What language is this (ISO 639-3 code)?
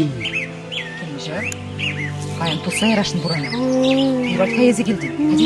chv